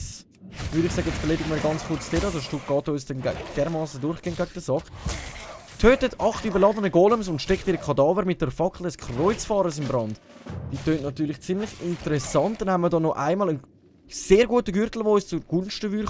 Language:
Swiss German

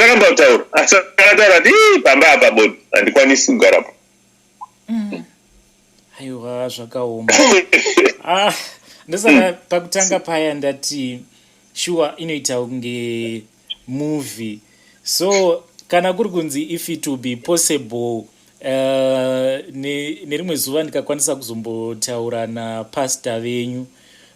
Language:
Shona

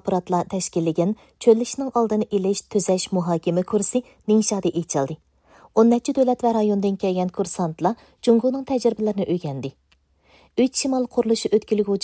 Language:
Uyghur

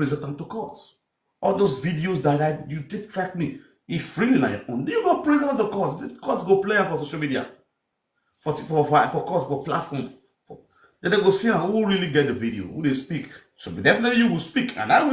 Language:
Nigerian Pidgin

